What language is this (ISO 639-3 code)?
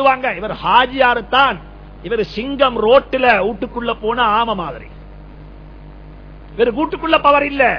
tam